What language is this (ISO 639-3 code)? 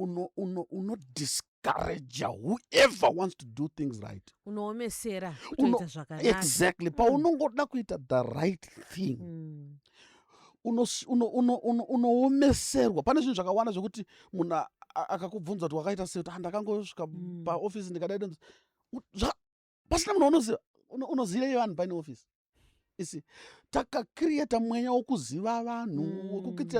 sna